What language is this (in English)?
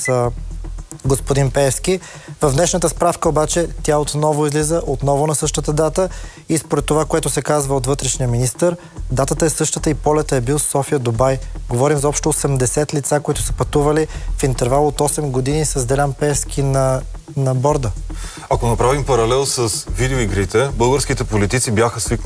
Bulgarian